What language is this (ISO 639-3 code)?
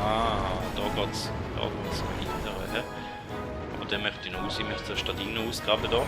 gsw